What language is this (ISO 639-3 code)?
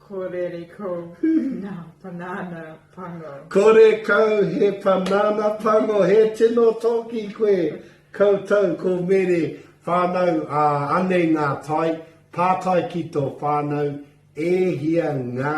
mri